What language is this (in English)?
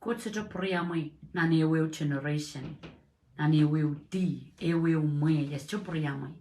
Pohnpeian